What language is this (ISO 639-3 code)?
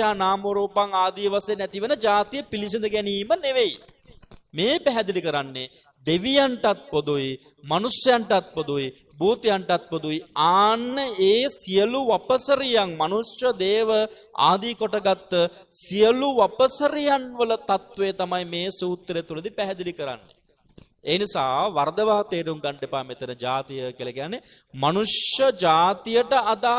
sin